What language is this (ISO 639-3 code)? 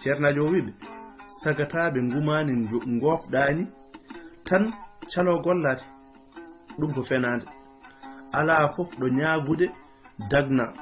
ful